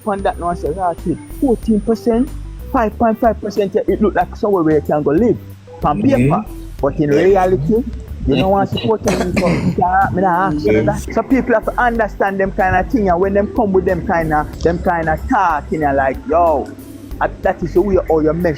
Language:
Jamaican Creole English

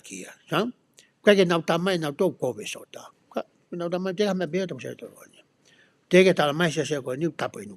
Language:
Tongan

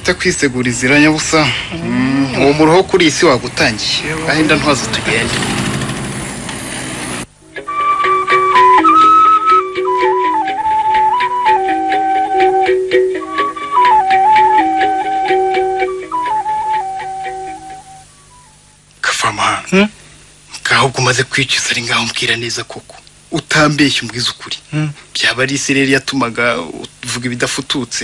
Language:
Kinyarwanda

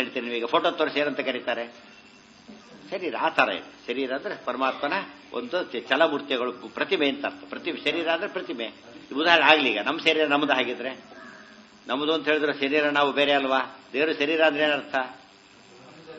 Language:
Kannada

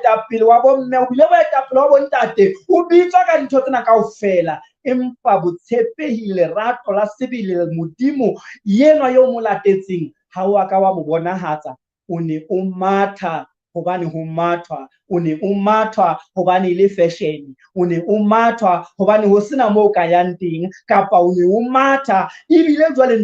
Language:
Southern Sotho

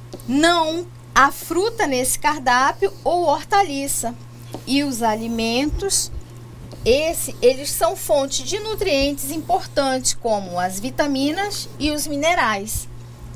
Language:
Portuguese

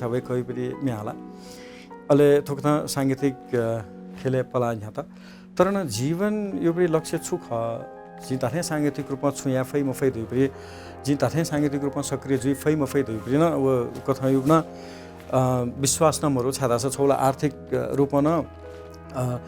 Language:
Newari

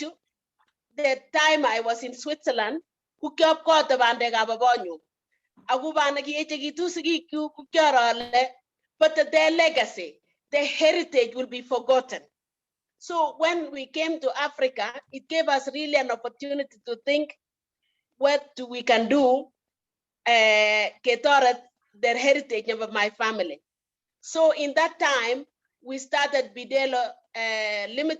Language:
Kalenjin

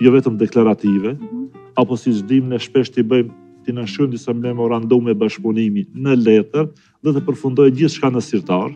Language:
Albanian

